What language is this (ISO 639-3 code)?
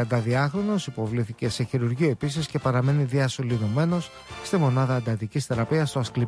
ell